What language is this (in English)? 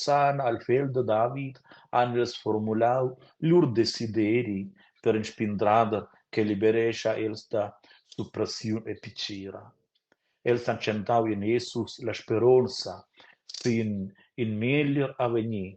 Romansh